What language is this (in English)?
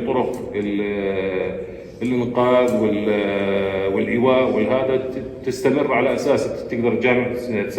North Levantine Arabic